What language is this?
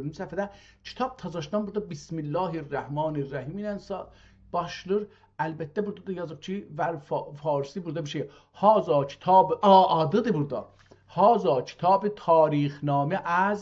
South Azerbaijani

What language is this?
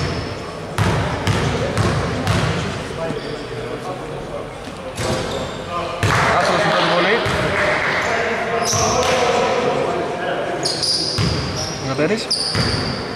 Greek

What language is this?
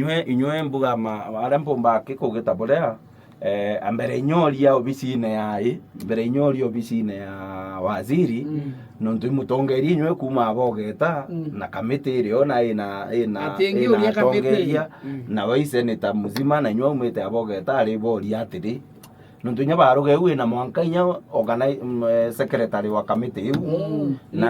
Meru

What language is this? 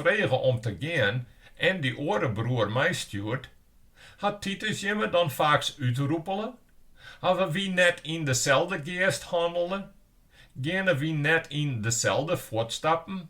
Western Frisian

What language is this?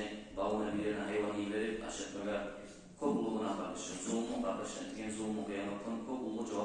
Kumyk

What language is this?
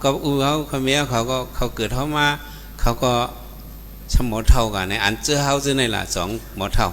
Shan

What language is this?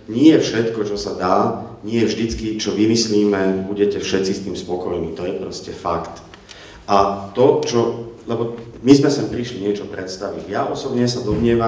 Slovak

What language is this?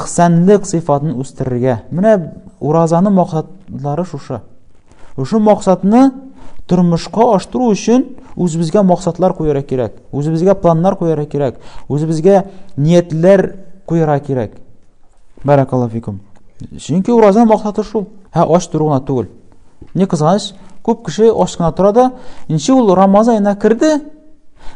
Tatar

